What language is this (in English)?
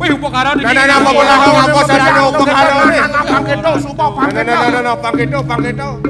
Balinese